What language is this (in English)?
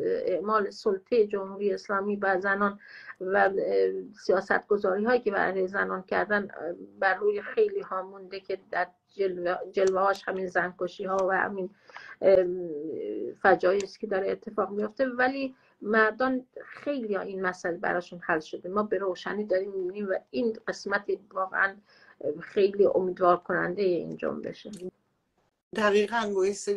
Persian